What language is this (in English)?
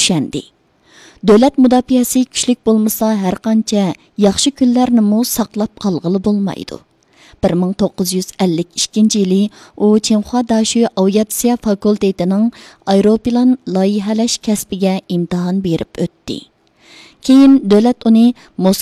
Uyghur